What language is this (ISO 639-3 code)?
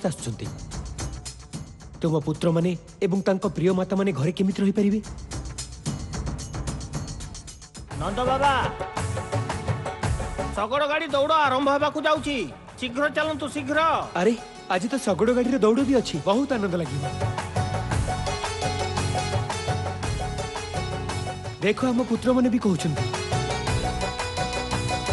ori